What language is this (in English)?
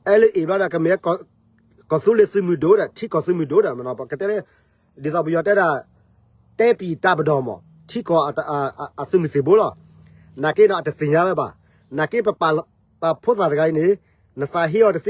S'gaw Karen